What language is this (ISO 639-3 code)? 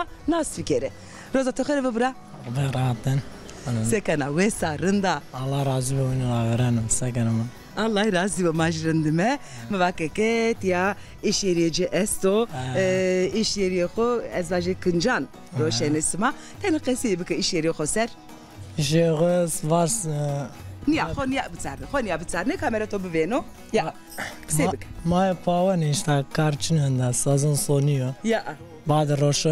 zza